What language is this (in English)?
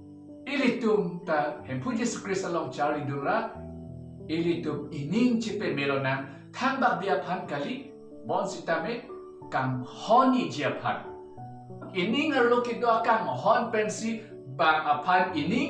Karbi